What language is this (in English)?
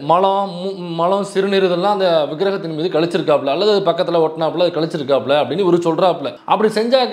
Tamil